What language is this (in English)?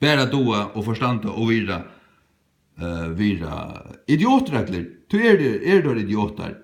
Faroese